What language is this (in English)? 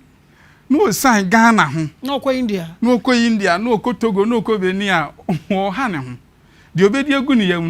Akan